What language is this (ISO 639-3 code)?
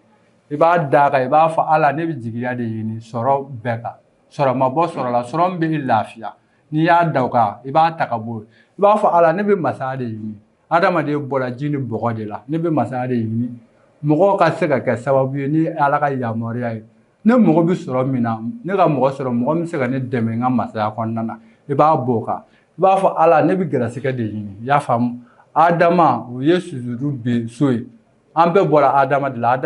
bam